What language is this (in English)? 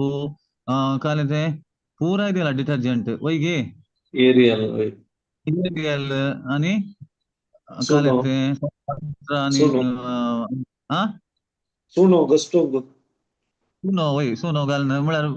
Konkani